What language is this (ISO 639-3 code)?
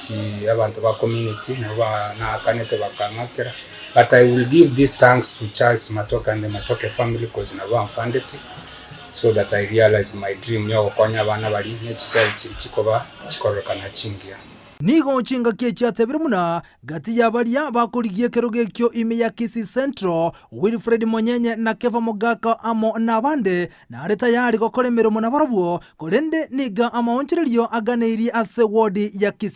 guz